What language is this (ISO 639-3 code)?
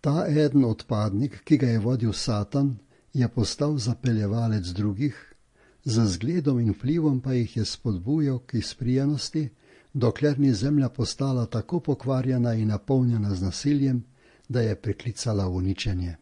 slv